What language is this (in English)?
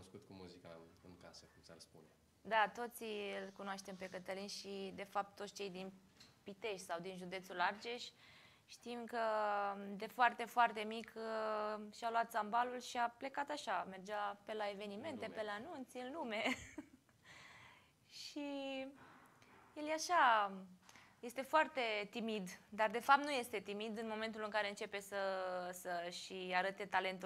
Romanian